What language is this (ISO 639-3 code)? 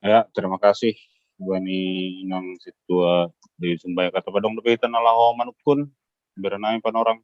bts